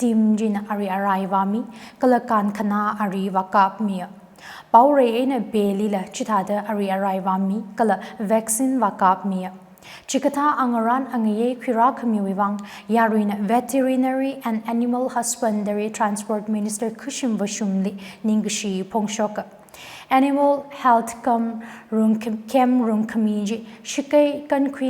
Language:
Tangkhul Naga (India)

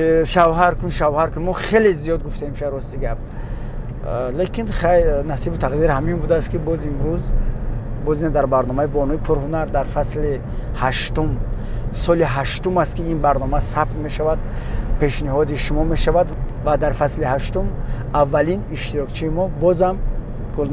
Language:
Tajik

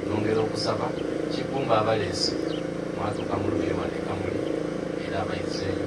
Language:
Soga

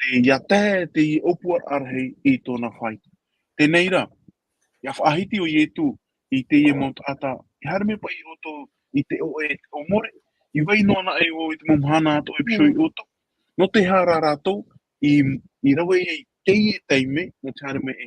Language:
Tahitian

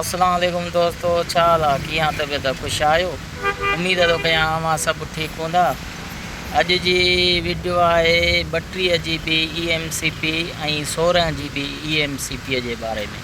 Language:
Sindhi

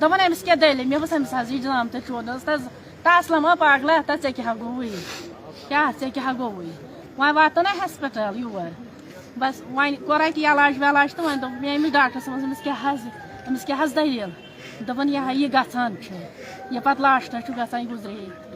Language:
Kashmiri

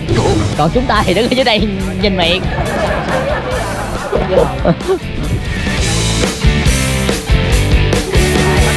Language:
Vietnamese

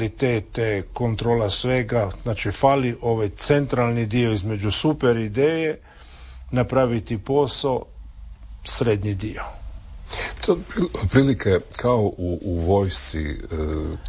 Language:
Croatian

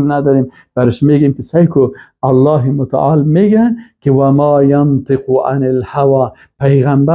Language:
Persian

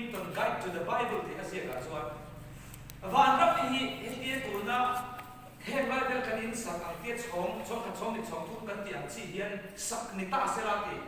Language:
Mizo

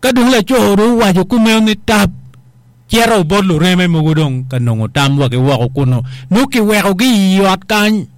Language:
Acoli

